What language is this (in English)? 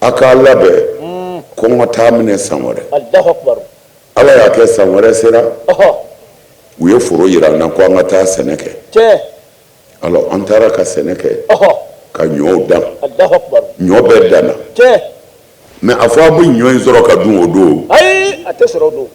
Bambara